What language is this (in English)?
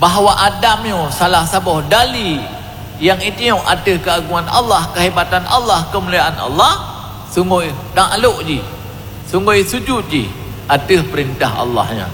Achinese